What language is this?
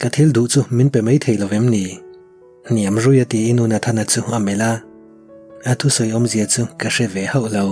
Mizo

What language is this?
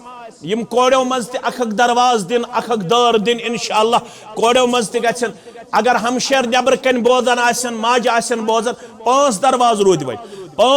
Kashmiri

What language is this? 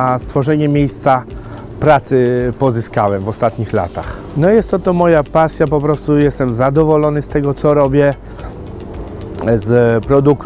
Polish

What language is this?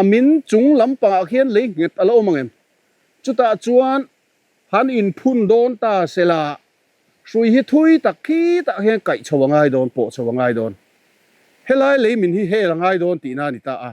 Mizo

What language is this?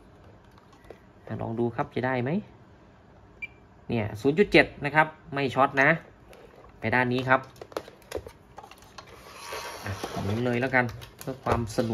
Thai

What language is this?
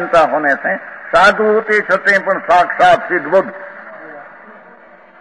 Hindi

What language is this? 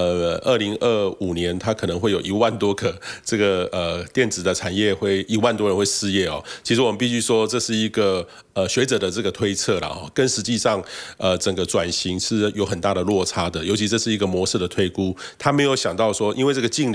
Chinese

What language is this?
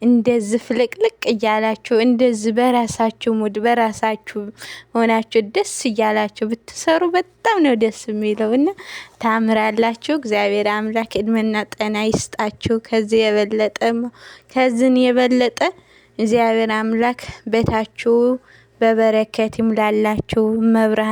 Amharic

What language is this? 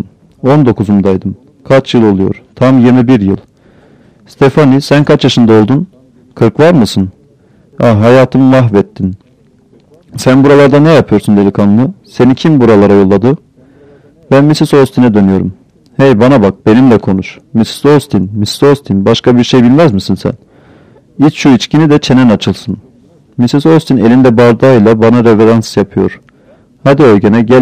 Turkish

